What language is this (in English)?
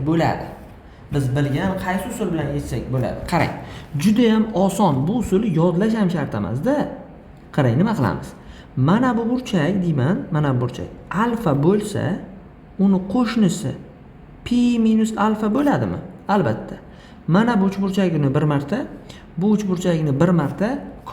Uzbek